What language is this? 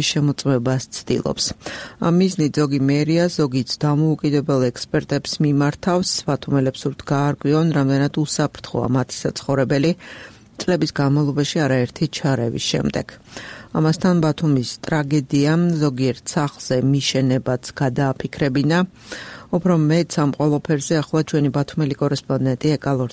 Georgian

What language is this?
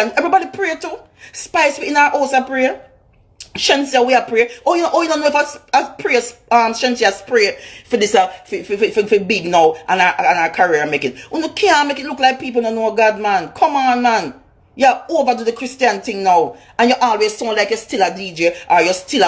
Jamaican Creole English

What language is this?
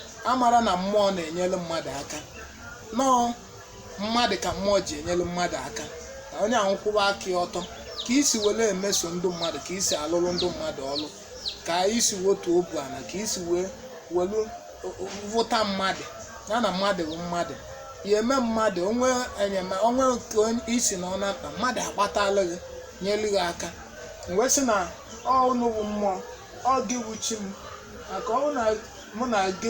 Igbo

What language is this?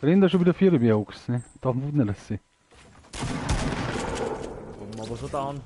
Bavarian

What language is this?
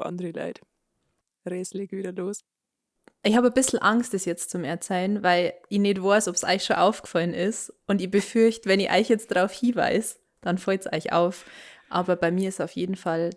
Bavarian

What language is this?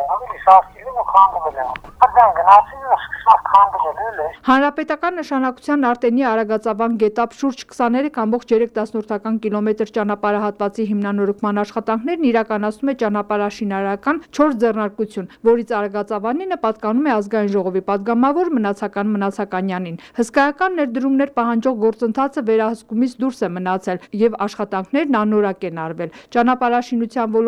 Armenian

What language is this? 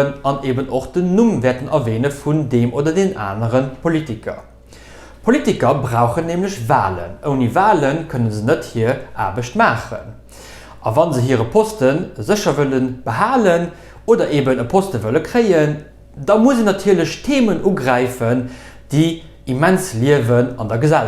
Luxembourgish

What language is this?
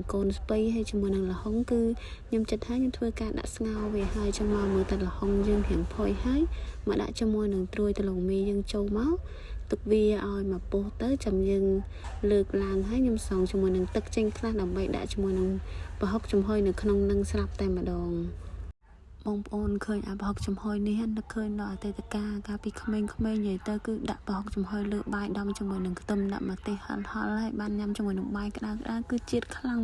Khmer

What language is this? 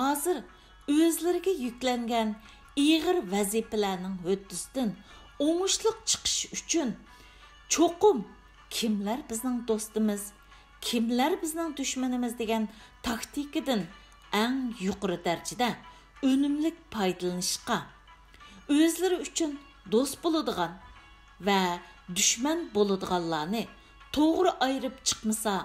Uyghur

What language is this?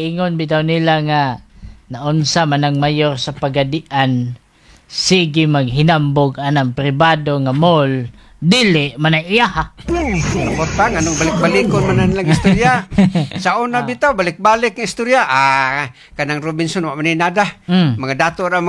Cebuano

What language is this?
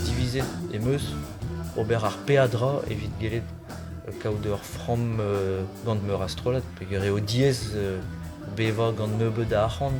Breton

